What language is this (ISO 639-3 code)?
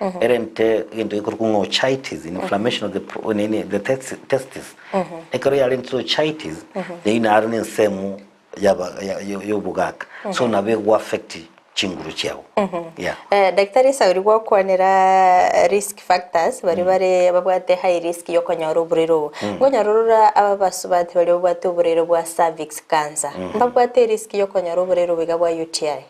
guz